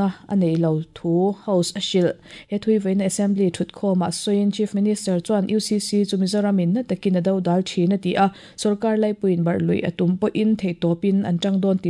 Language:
Mizo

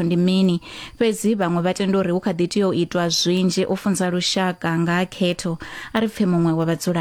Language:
Venda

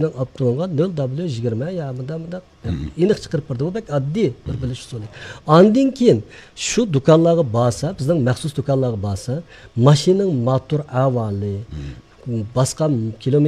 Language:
Uyghur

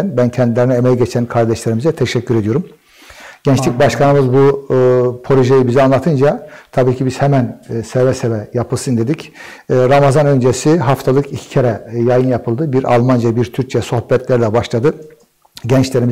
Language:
Turkish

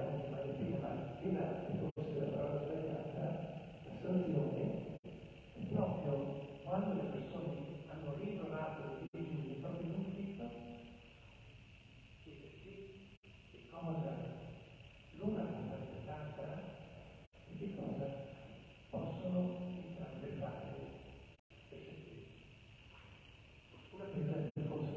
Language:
Italian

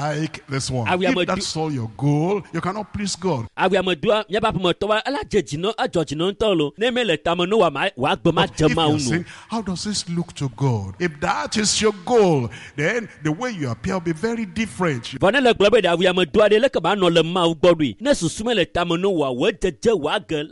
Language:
Ewe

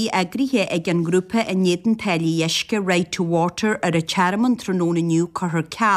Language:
Irish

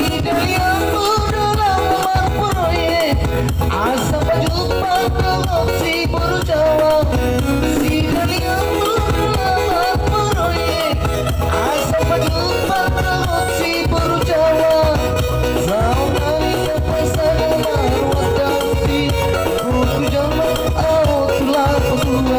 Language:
Batak Toba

